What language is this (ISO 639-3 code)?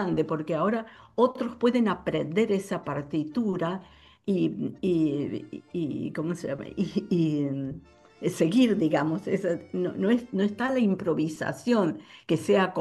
spa